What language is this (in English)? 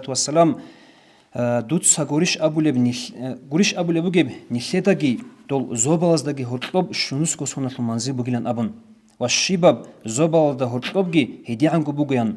Avaric